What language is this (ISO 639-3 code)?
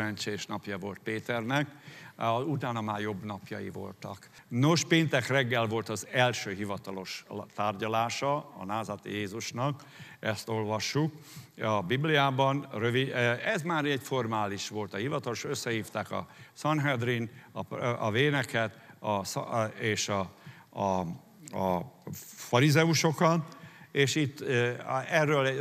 hun